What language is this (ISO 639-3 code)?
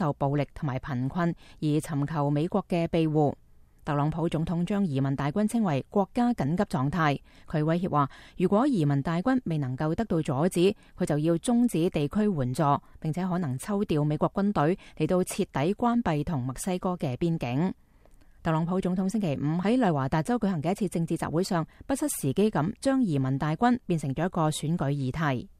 yue